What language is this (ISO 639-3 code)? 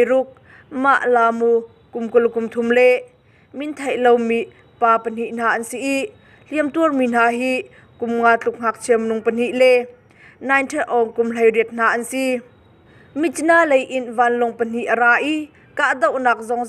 cnh